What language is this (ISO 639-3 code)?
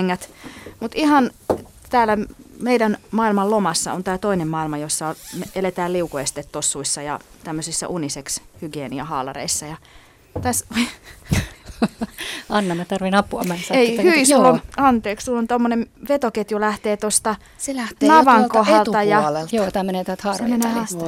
fin